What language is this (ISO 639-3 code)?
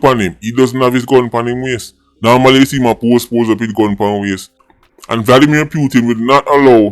jam